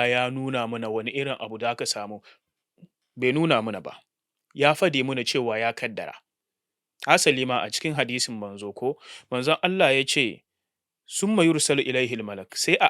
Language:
Hausa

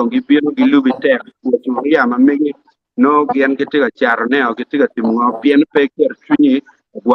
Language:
Acoli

